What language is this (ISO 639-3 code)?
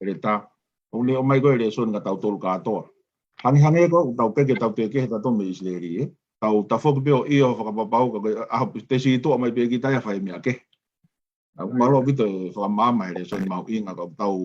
ton